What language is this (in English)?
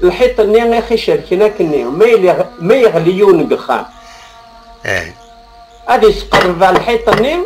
Kabyle